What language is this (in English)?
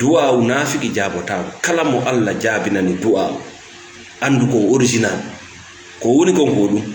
Fula